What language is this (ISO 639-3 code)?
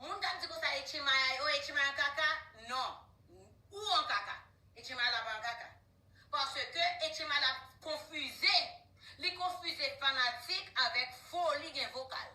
hat